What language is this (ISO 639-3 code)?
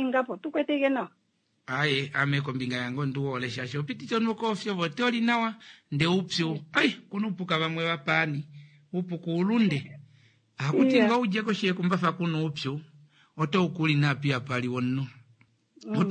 kua